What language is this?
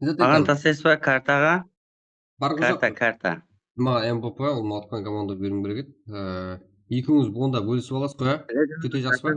Kara-Kalpak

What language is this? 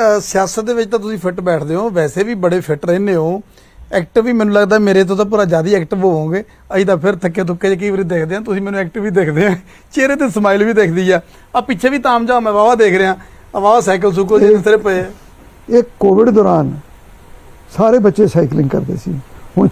Punjabi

